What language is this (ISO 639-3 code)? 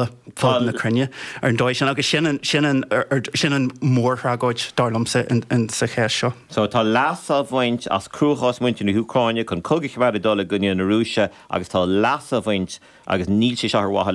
gle